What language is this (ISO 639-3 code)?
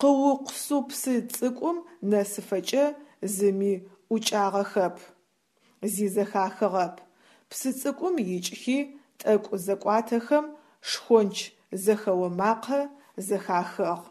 ady